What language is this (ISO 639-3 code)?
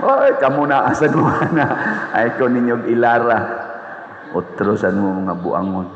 ceb